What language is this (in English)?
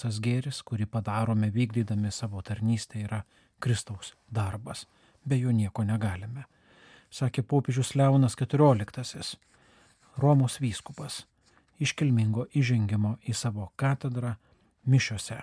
Lithuanian